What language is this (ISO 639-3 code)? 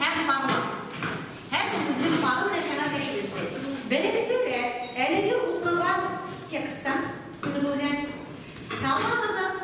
bak